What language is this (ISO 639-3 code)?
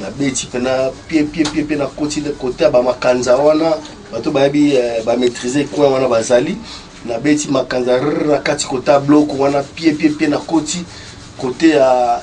lin